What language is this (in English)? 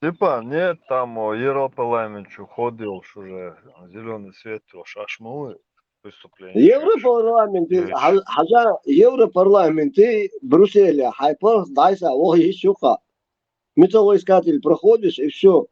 Chechen